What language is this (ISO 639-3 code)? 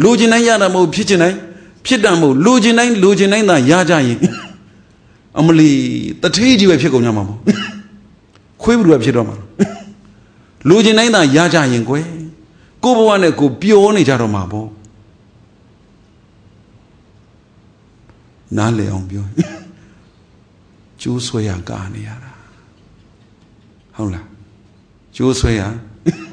mya